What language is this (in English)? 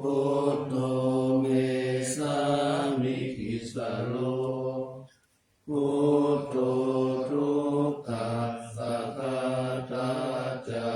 Pali